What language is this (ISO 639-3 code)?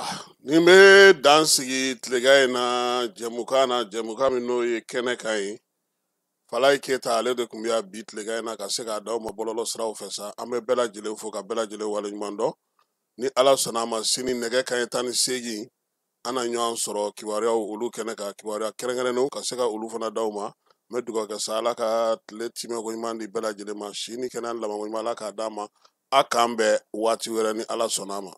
bam